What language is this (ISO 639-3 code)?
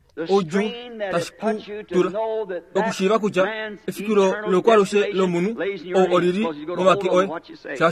kua